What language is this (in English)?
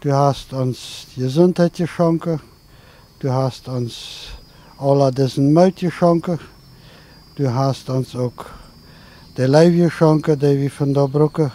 Plautdietsch